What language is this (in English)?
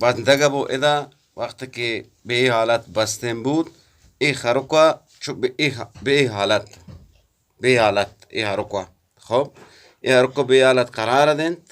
Eastern Balochi